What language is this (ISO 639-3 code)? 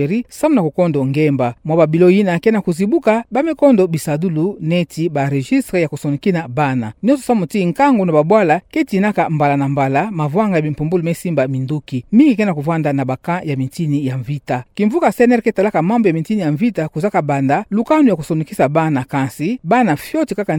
ktu